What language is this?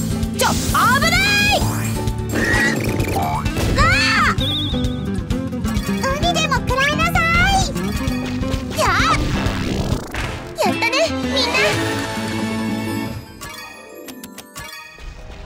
Japanese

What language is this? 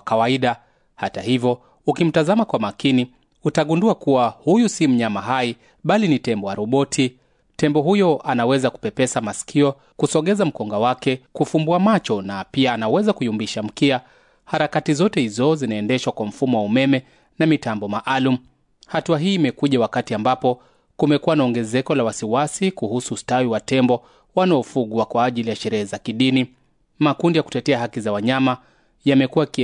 Swahili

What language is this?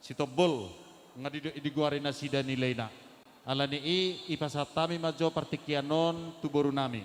Batak Simalungun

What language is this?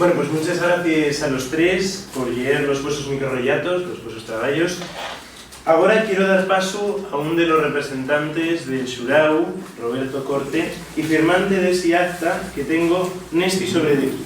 Asturian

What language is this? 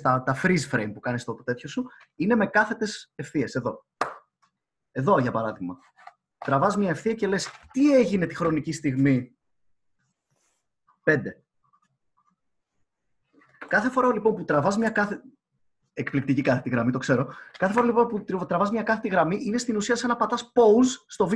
Greek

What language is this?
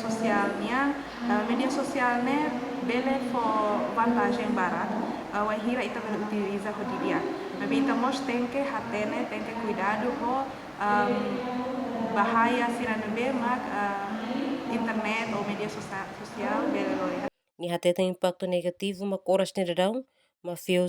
Tetum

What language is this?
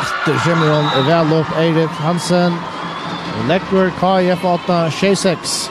Faroese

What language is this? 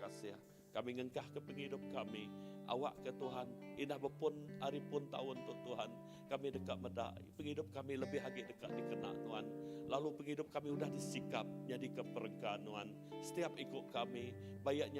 Iban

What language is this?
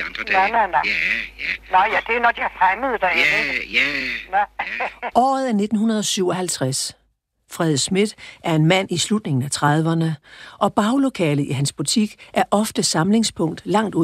Danish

